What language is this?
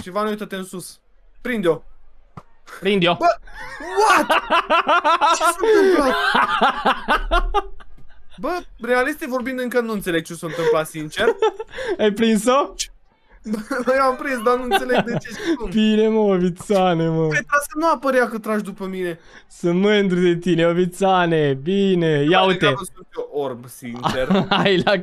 Romanian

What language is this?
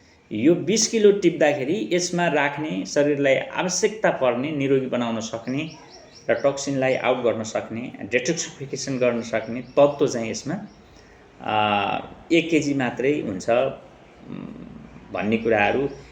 Nepali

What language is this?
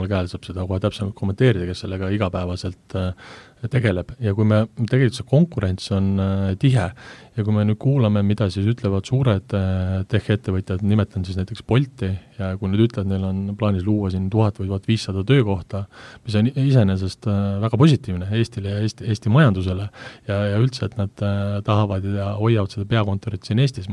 Estonian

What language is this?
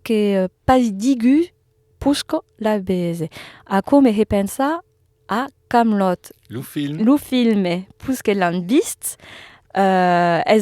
Occitan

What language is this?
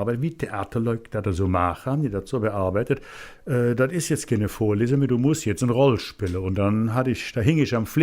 Colognian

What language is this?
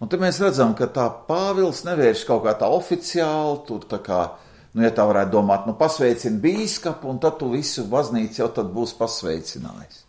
Latvian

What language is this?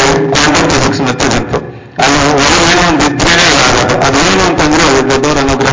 Kannada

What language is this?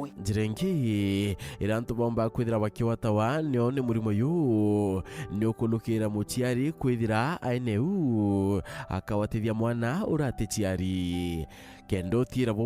Meru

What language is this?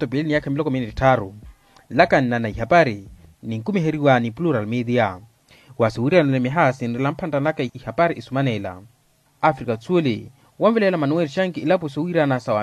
Makhuwa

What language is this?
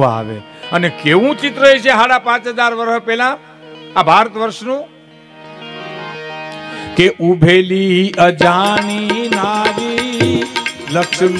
Gujarati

